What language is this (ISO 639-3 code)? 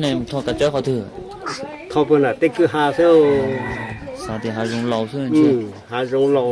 hmn